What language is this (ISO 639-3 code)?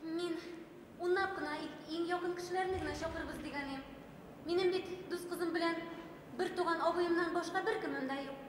bak